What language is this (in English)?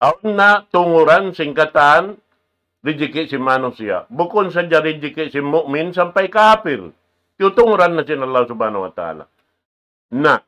Tausug